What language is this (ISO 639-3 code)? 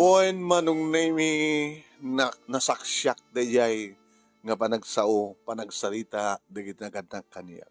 ilo